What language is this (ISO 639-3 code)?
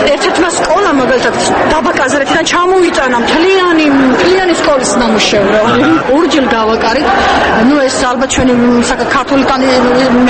kat